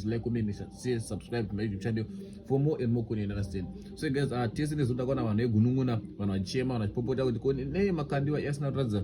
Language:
Shona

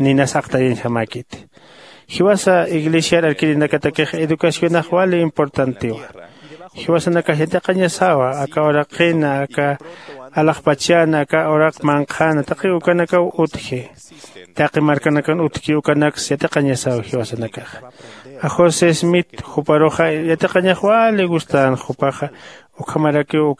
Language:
Aymara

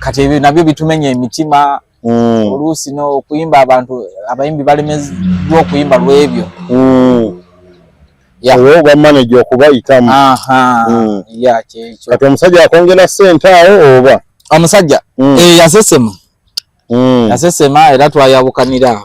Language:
Ganda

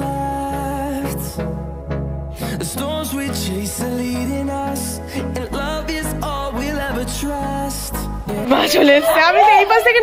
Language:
Bangla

